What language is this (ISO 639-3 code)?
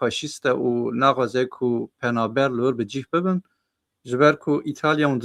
kur